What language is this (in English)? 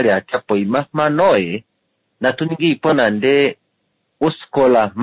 Kuanyama